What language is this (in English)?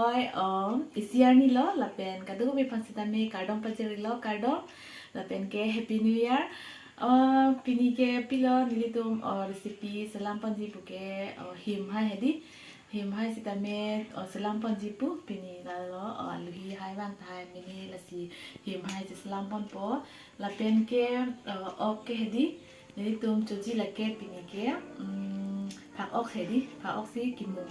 Karbi